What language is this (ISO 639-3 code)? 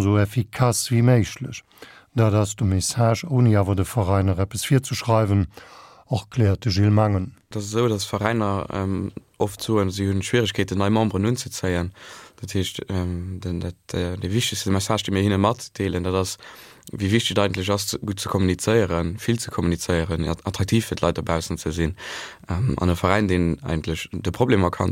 ltz